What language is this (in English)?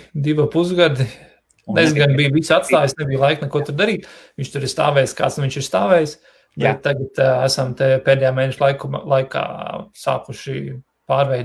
Latvian